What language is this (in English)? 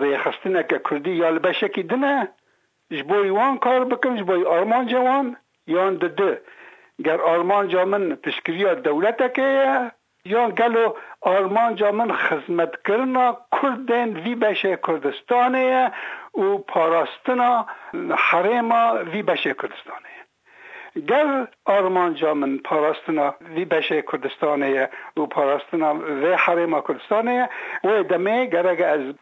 Kurdish